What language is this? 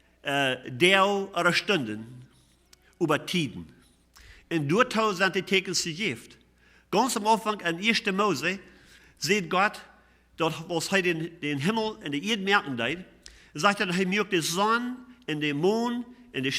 Plautdietsch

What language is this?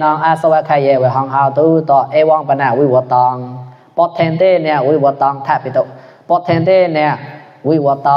Mon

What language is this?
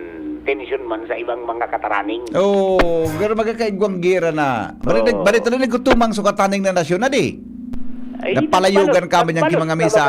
Bikol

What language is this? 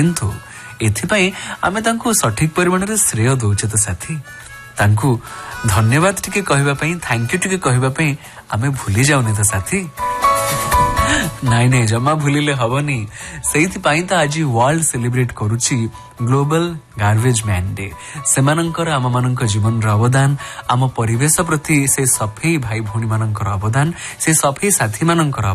Odia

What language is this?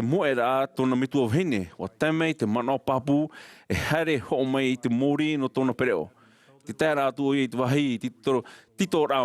Tahitian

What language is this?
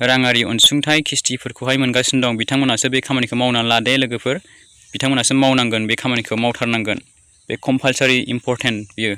Bodo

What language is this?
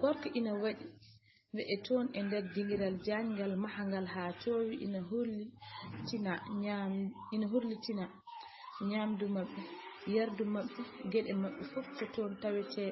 Fula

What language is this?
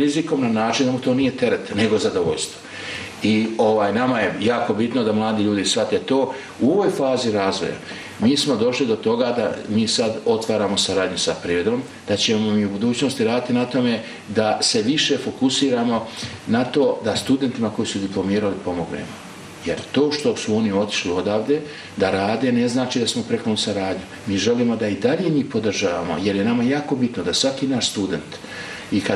Serbian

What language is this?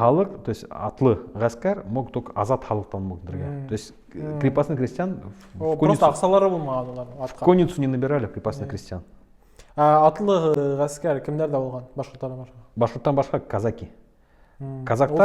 Bashkir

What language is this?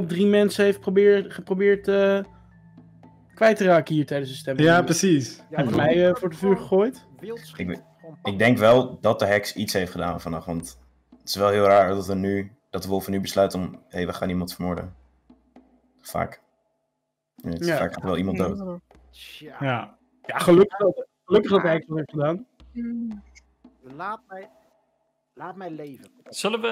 Dutch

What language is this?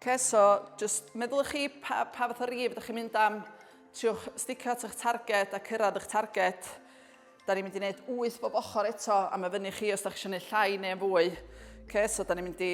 Welsh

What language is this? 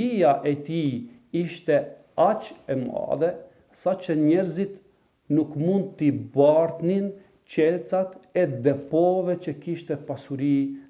Albanian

